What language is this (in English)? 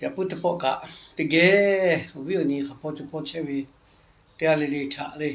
Lahu